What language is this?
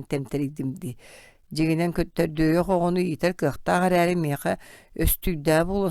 Yakut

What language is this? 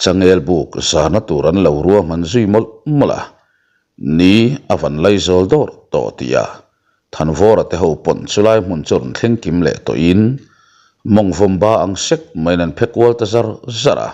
Mizo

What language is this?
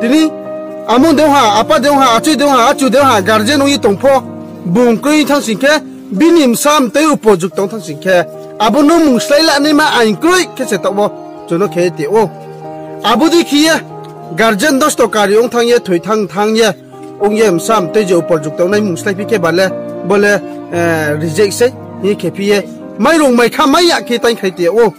Riang (India)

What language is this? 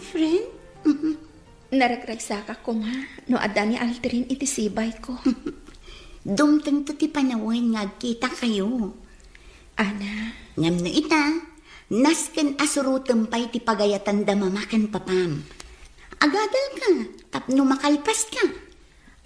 Iloko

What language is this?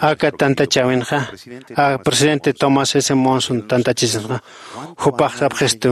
Aymara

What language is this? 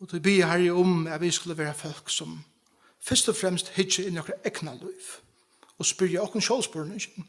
Faroese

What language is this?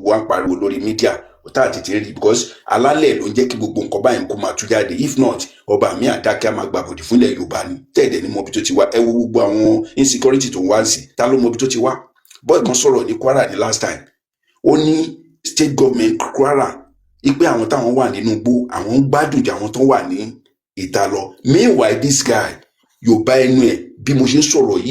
Yoruba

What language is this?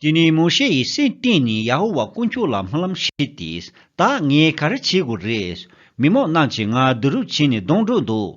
Tibetan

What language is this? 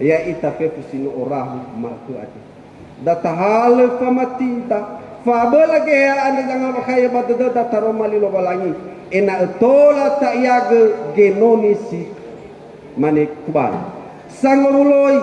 Nias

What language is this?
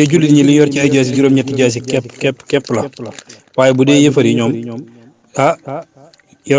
Wolof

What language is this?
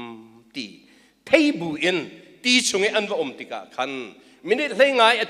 Hakha Chin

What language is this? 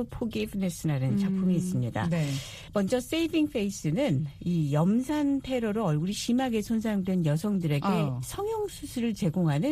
Korean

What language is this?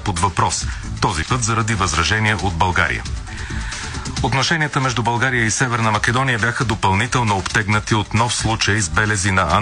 Bulgarian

